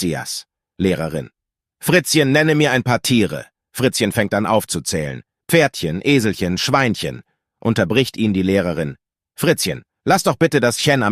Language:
Swiss German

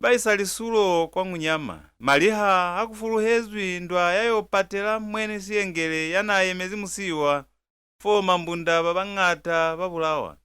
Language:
Lozi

